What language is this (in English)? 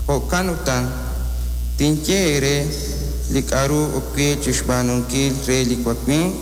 Kekchí